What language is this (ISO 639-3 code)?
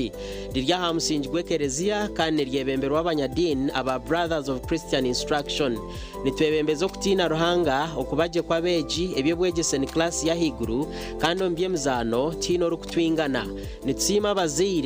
nyn